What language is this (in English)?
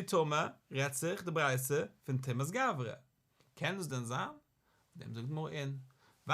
Yiddish